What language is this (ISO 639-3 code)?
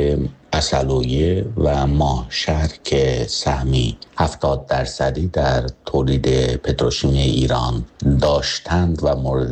fas